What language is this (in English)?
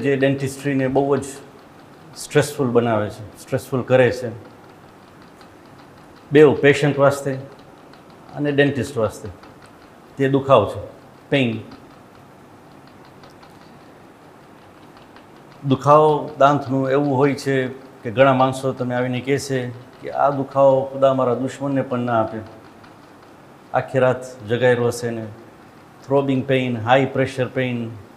Gujarati